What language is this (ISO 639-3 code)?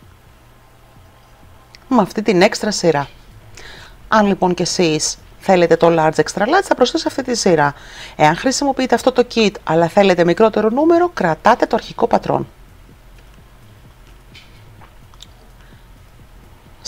ell